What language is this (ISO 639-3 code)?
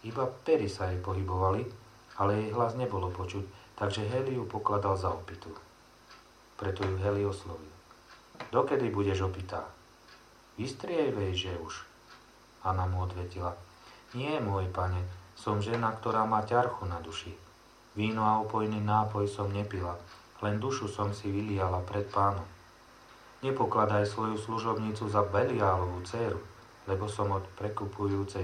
slk